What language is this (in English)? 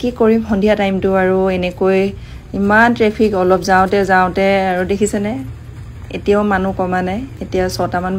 Assamese